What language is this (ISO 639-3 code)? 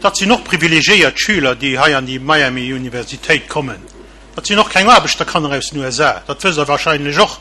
ltz